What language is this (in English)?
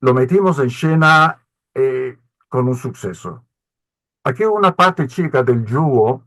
Ladino